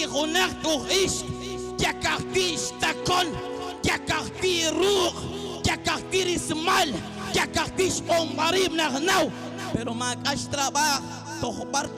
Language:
Kekchí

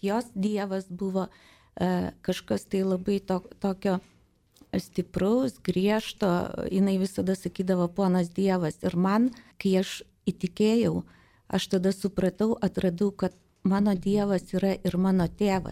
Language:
Lithuanian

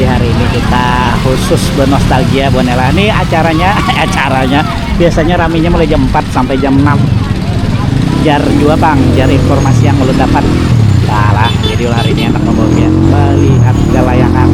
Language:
Banjar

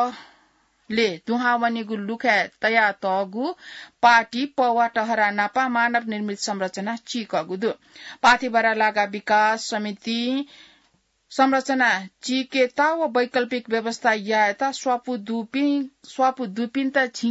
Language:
Newari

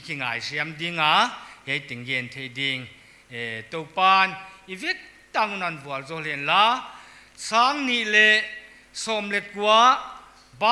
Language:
Paite Chin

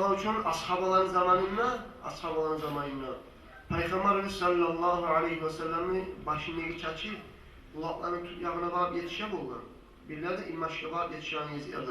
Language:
Kumyk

